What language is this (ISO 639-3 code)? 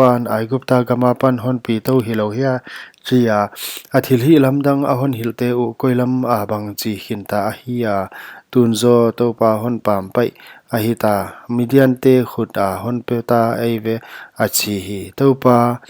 pck